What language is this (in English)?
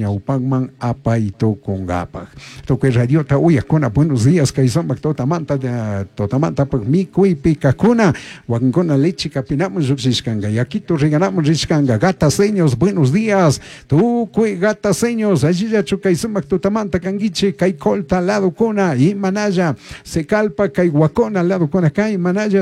Chimborazo Highland Quichua